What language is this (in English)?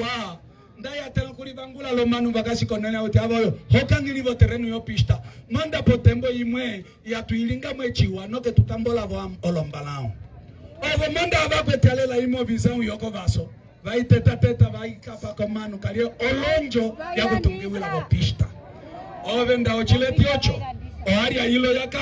Umbundu